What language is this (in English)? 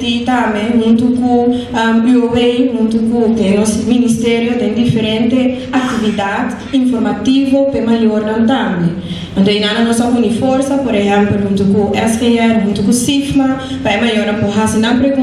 Papiamento